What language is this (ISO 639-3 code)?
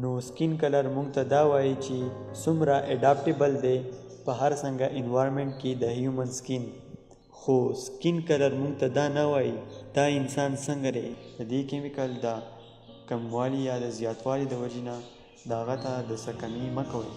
pus